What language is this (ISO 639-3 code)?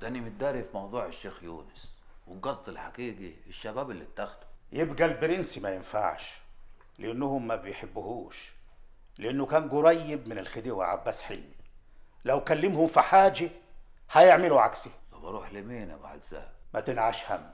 arz